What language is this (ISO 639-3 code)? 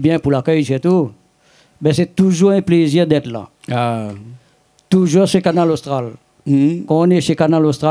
rcf